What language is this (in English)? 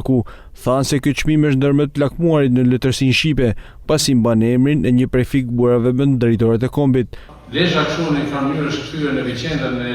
Albanian